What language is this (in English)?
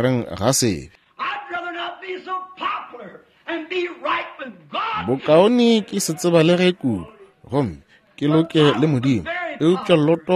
Northern Sotho